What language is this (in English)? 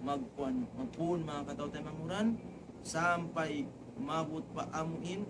Tausug